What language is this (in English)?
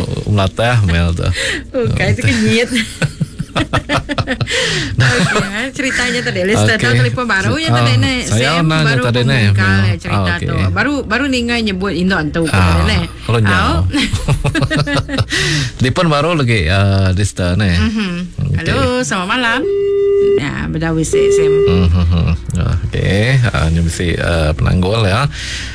Iban